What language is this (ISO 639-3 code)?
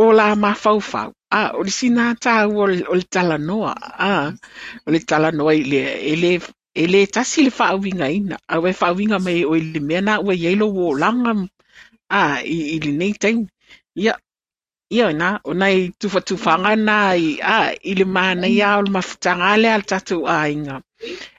smo